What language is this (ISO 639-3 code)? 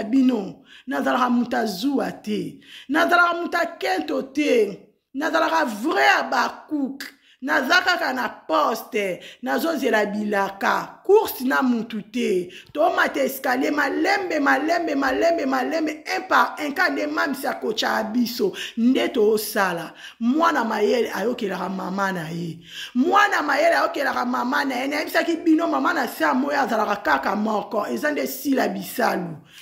lin